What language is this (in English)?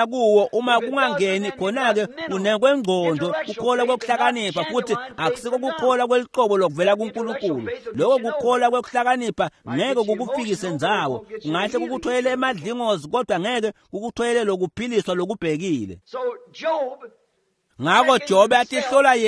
Swati